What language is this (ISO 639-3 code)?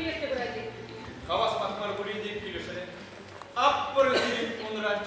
chv